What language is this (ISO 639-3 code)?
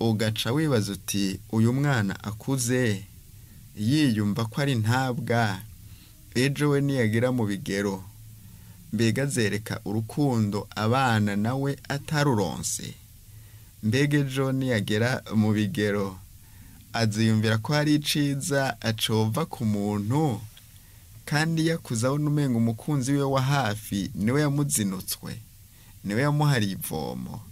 run